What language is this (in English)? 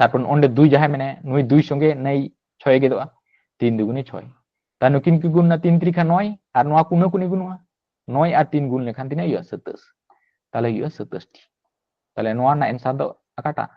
Santali